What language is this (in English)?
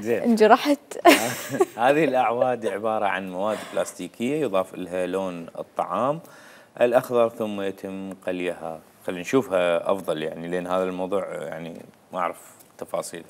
Mesopotamian Arabic